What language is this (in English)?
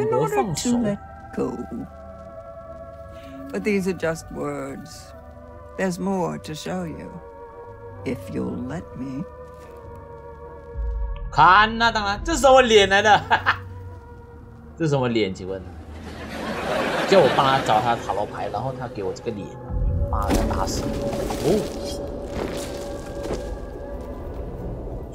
Chinese